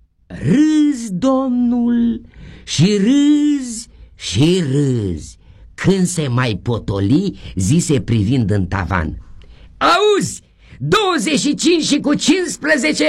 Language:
Romanian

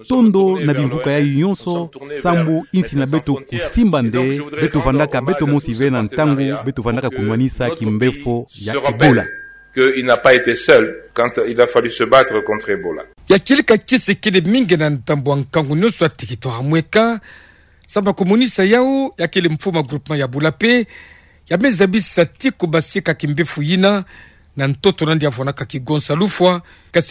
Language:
Kituba (Democratic Republic of Congo)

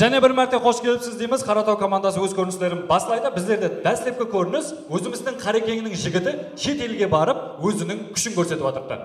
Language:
Kara-Kalpak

